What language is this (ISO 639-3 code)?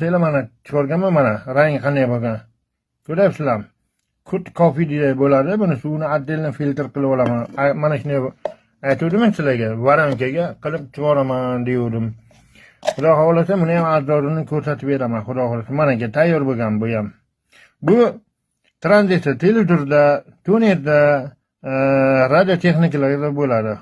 uzb